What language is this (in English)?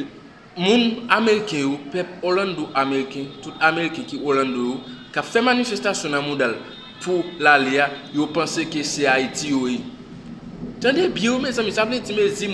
Haitian Creole